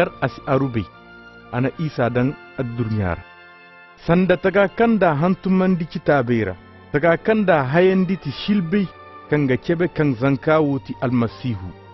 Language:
Koyraboro Senni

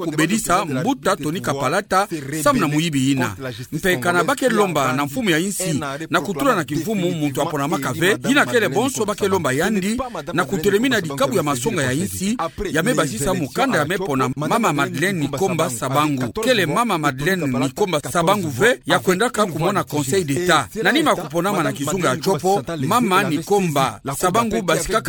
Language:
Kituba (Democratic Republic of Congo)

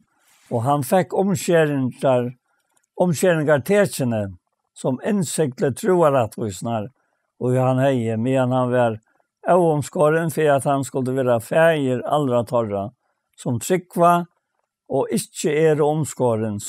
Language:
Faroese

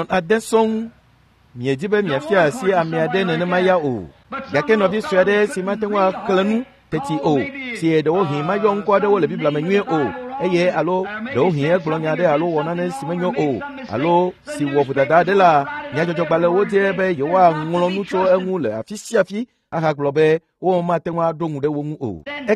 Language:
Ewe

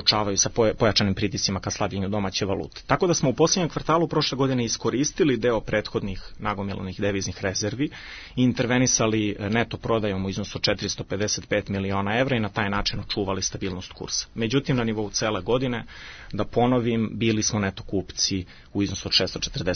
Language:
Serbian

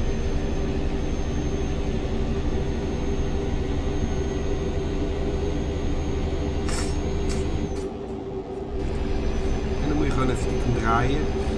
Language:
Dutch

